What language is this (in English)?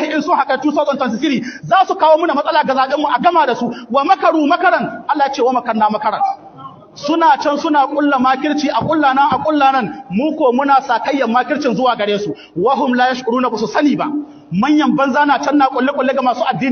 Hausa